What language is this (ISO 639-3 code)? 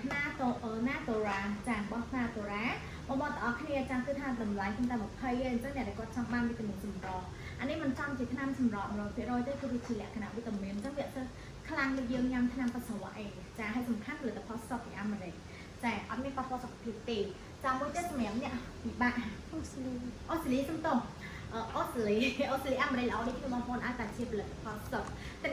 khm